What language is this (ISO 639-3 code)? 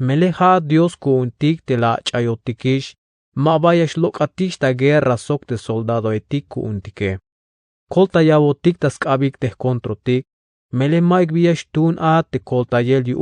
tzh